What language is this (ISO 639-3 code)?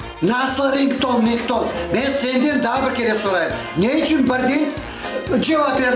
crh